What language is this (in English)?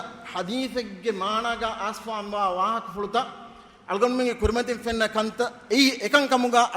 Divehi